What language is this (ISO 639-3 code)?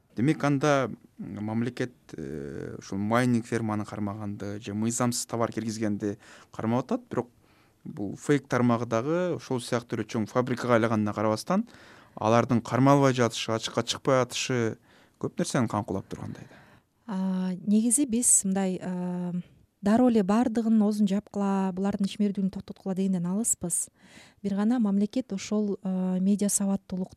kir